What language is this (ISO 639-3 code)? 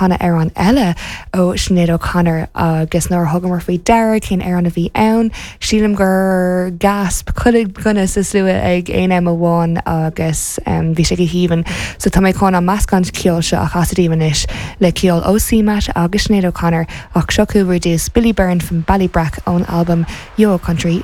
gle